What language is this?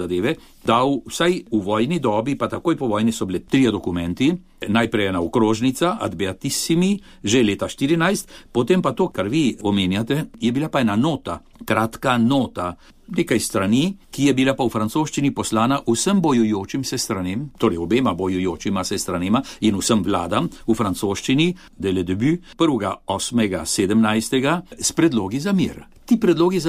Slovenian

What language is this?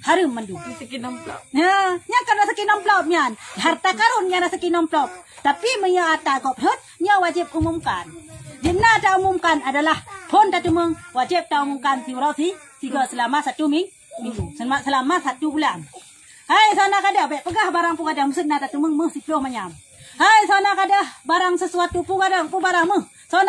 Achinese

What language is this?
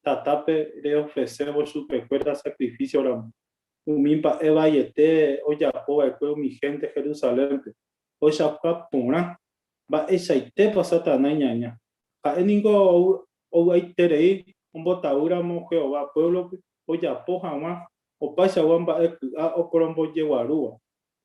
Guarani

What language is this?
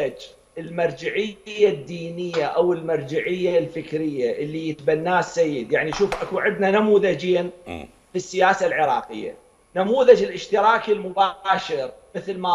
Mesopotamian Arabic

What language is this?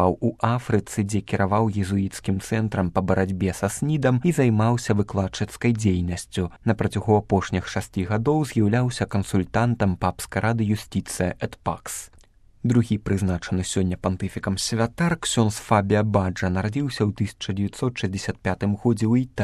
Belarusian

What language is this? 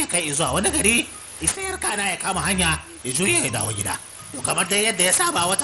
Hausa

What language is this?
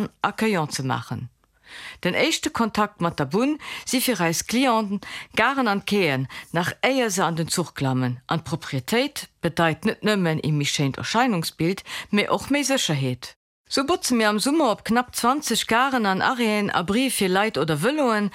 Luxembourgish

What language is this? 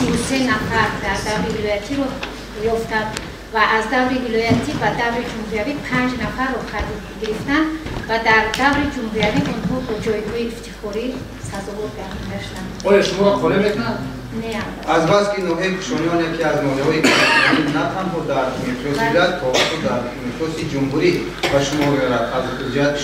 Tajik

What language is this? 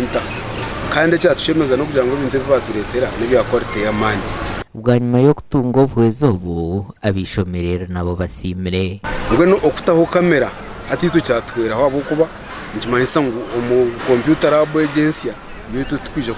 Nyankole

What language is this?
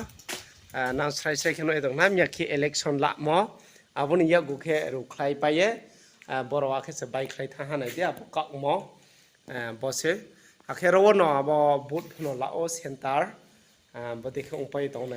Riang (India)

